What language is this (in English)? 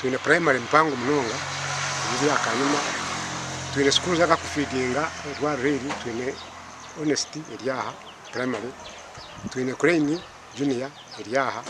Nyankole